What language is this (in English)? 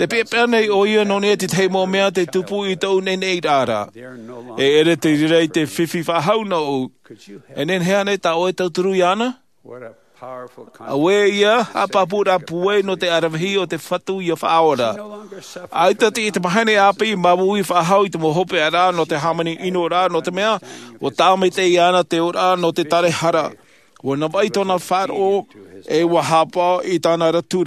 Tahitian